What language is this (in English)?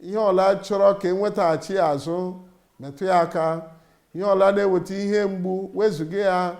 Igbo